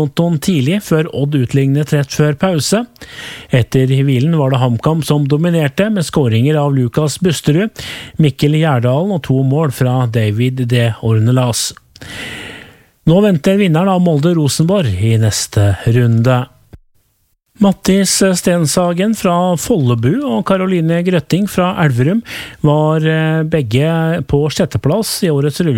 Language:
Norwegian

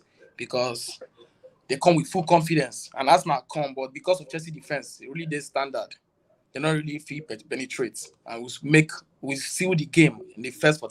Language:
Nigerian Pidgin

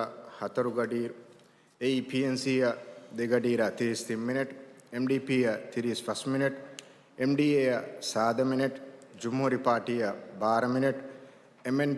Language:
Divehi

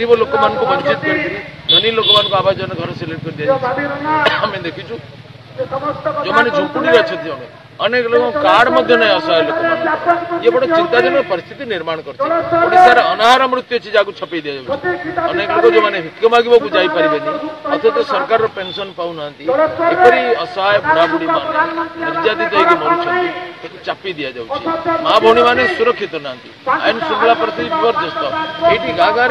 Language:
Odia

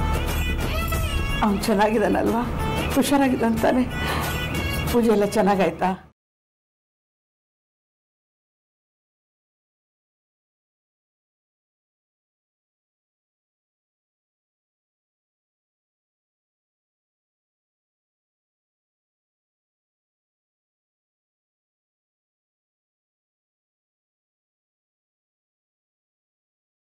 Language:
Kannada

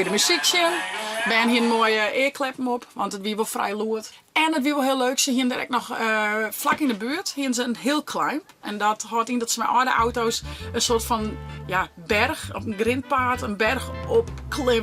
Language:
Western Frisian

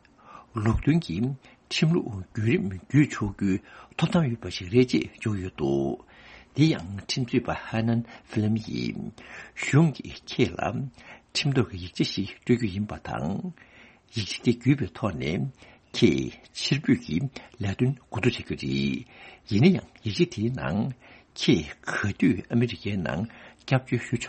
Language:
Tibetan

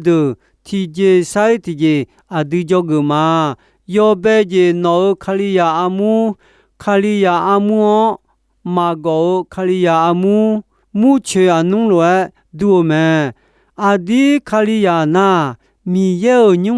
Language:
Akha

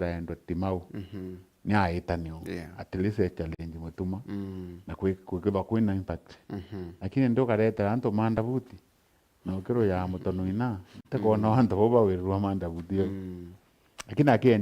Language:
Meru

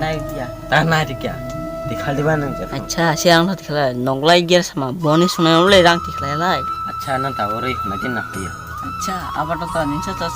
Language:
Kok Borok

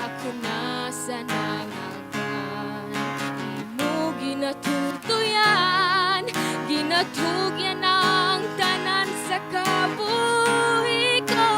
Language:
Hiligaynon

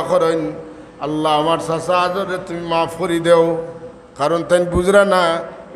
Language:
Sylheti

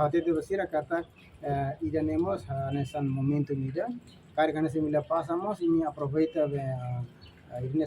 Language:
Tetum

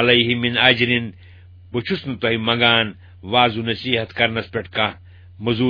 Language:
Kashmiri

